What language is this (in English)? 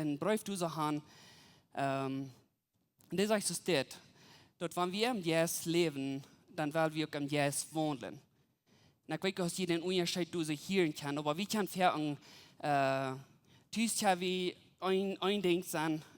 Plautdietsch